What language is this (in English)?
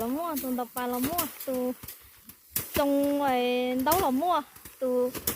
Hmong